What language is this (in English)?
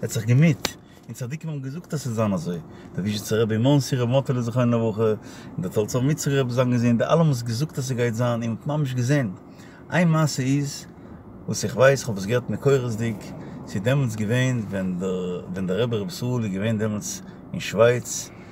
Yiddish